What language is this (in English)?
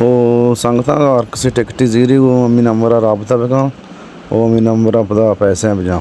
Baluchi